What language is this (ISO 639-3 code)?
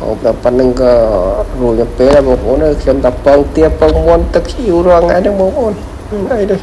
khm